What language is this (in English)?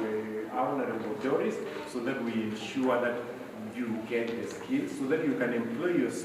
Gusii